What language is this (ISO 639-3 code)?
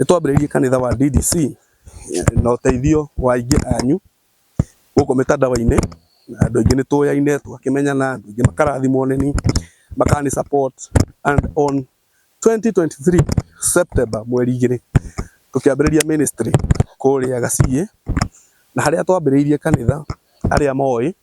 kik